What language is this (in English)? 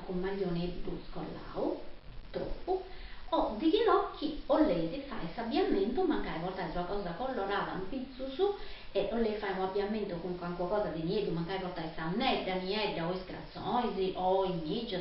Sardinian